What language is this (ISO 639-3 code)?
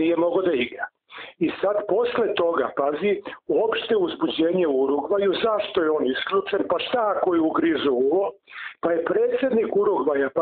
srp